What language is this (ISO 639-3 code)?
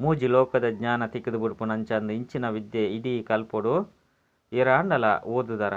tcy